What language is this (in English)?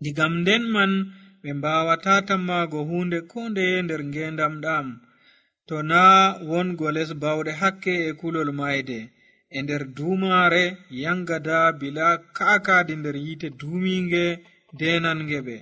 Nigerian Fulfulde